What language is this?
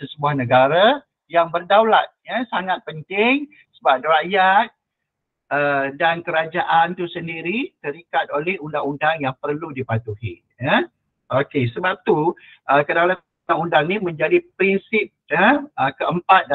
Malay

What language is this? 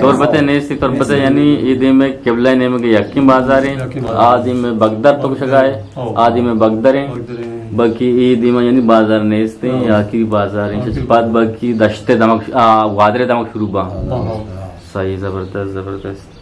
Eastern Balochi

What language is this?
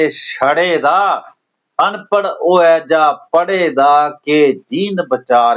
Dogri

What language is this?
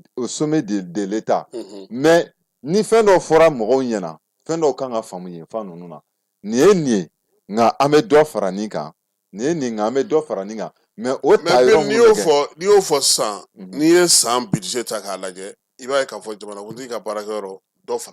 Bambara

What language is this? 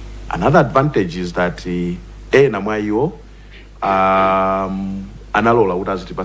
Nyanja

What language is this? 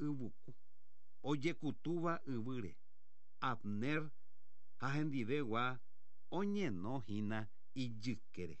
Guarani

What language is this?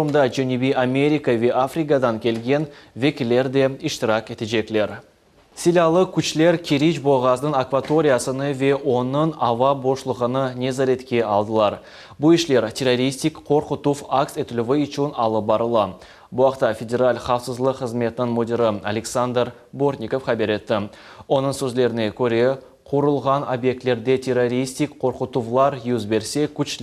Crimean Tatar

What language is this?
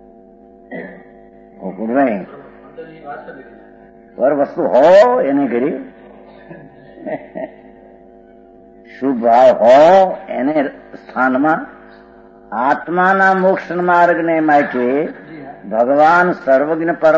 Gujarati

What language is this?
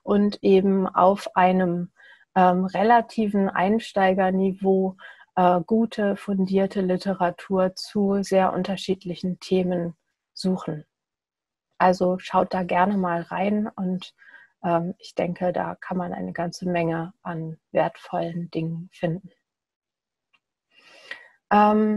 German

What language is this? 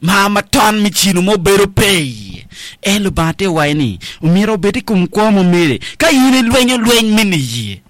Acoli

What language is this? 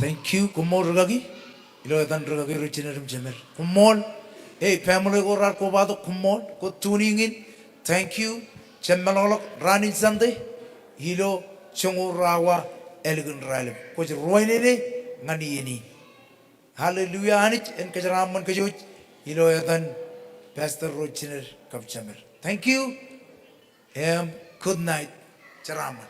Marshallese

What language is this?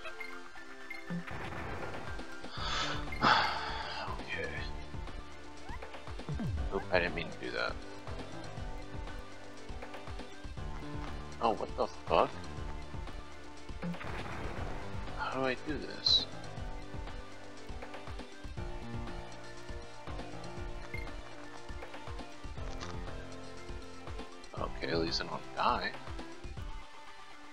English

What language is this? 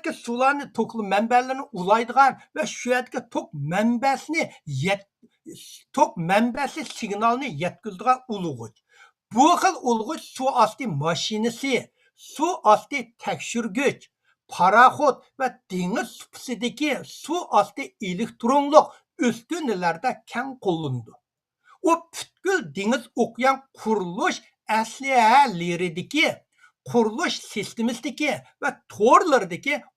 Uyghur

